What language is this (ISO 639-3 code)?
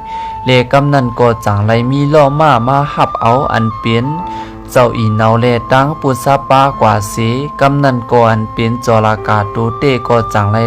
shn